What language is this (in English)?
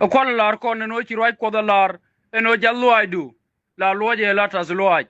Nuer